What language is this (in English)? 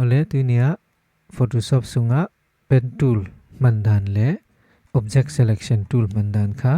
Falam Chin